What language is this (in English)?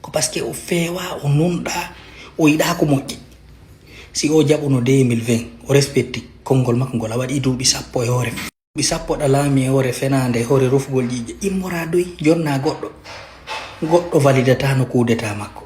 Fula